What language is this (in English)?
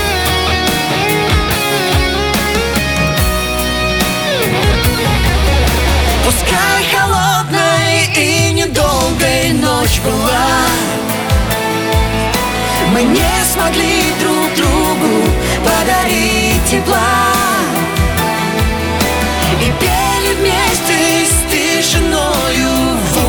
Russian